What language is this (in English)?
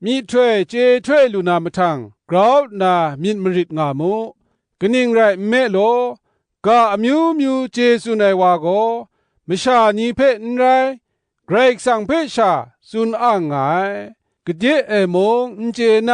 Kachin